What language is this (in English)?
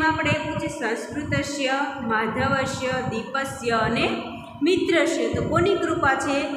Gujarati